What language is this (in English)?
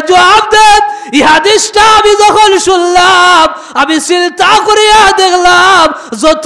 Sylheti